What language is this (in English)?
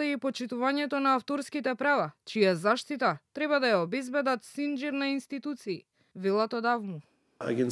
Macedonian